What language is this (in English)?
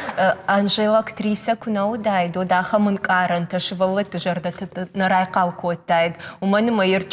Ossetic